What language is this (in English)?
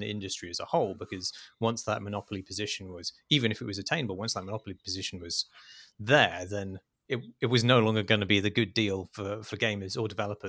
English